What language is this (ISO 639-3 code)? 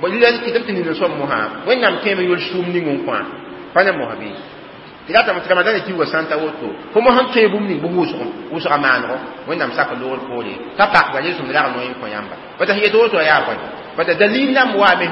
mos